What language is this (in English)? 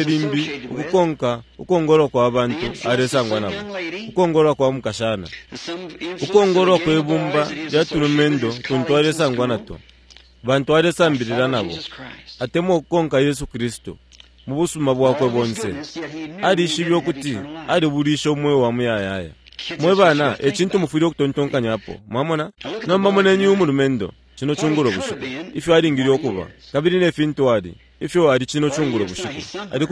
Bemba